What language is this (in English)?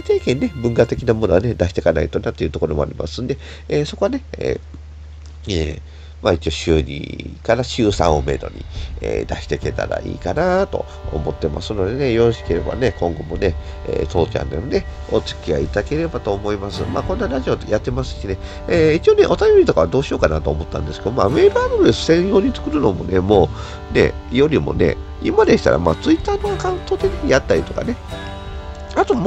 Japanese